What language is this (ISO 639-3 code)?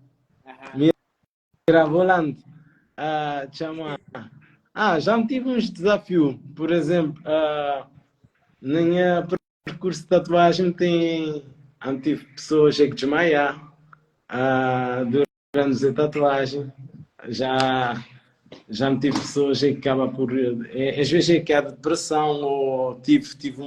kea